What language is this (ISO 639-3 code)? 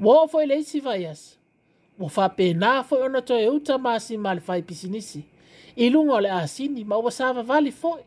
smo